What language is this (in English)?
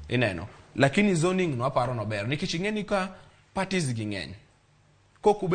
Luo (Kenya and Tanzania)